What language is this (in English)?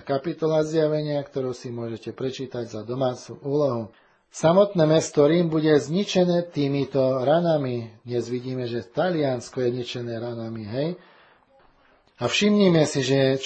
Slovak